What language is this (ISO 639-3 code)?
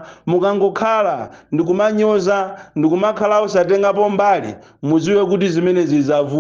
nya